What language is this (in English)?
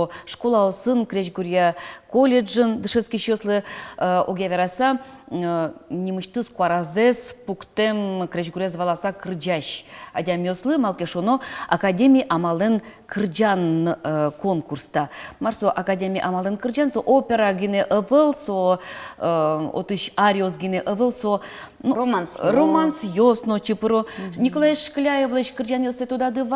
Udmurt